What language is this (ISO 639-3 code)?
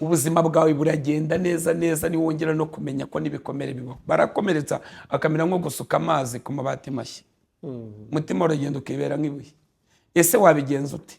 kin